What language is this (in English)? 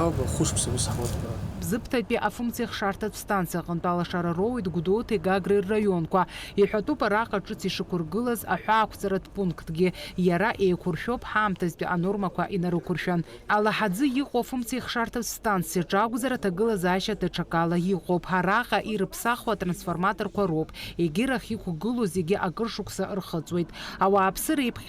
Abkhazian